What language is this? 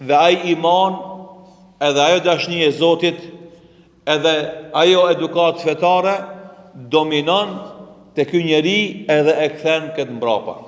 Albanian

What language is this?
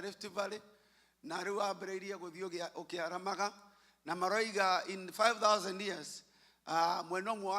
Kikuyu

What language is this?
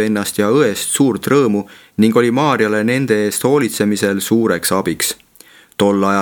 Estonian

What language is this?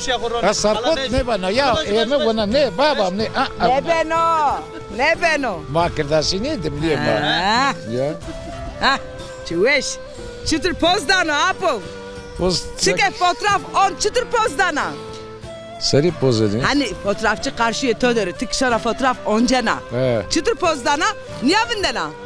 Zaza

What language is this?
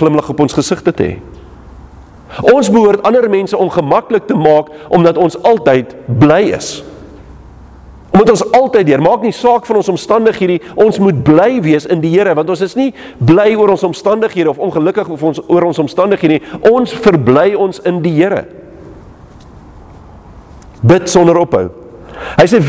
Afrikaans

